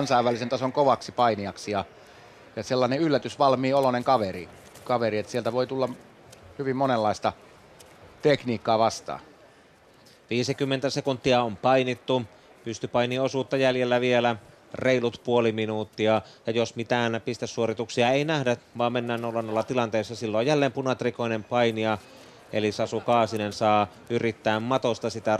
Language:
Finnish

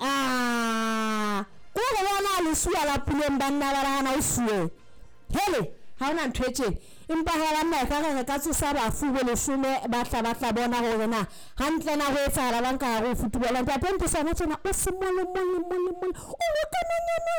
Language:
Southern Sotho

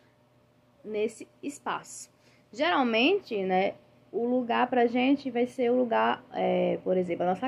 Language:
Portuguese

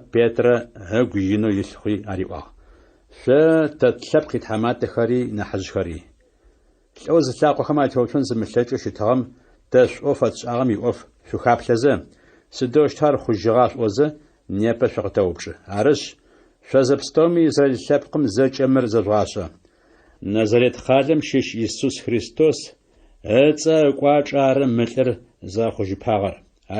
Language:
Adyghe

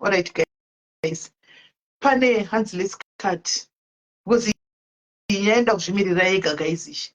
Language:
Shona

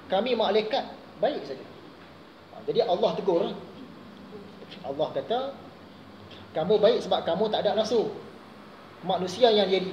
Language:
Malay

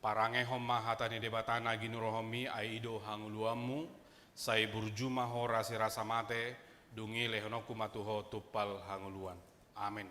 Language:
Batak Toba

